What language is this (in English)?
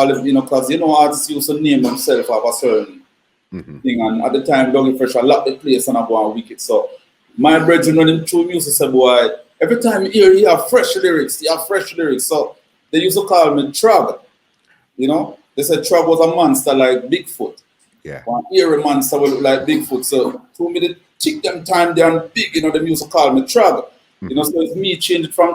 Jamaican Creole English